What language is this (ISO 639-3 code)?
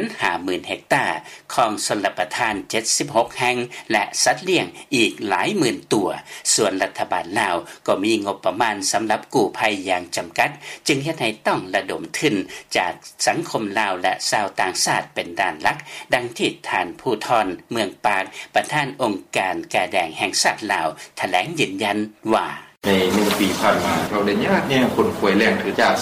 lao